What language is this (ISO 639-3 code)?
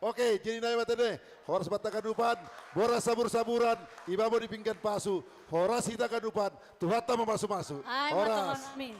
bts